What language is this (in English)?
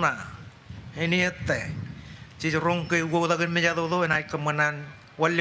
Marshallese